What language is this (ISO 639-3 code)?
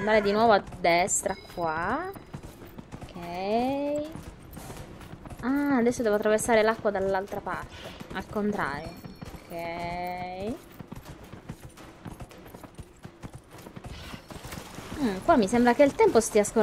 ita